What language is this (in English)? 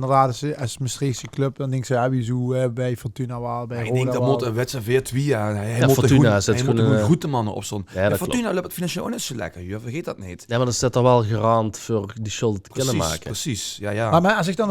Limburgish